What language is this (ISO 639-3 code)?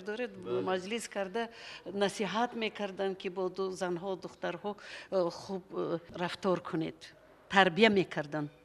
tgk